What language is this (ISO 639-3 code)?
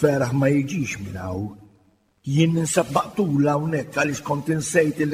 mlt